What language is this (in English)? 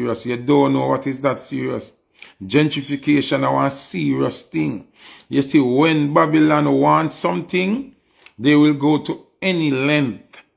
Jamaican Creole English